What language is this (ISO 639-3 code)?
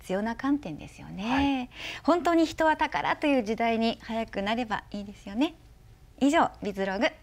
jpn